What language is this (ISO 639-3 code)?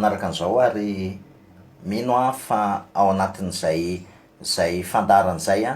mlg